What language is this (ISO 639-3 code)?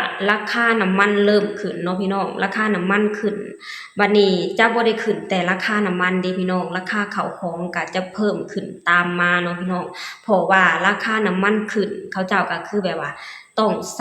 lao